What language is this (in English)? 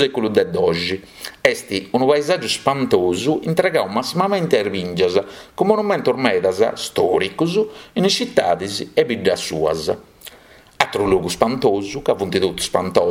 Sardinian